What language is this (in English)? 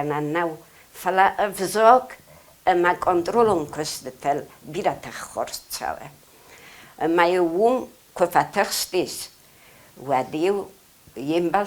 Ossetic